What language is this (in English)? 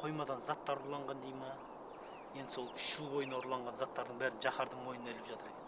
Kazakh